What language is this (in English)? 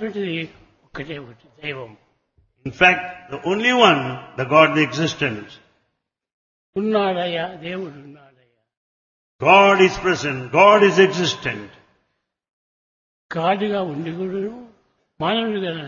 Telugu